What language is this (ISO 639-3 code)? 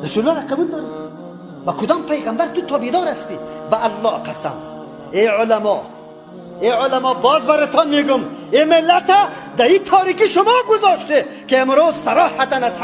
tgk